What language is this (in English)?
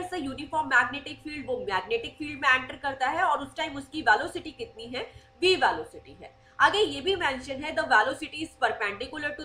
Hindi